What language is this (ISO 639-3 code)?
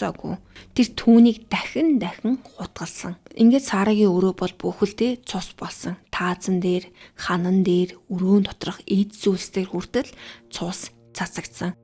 mon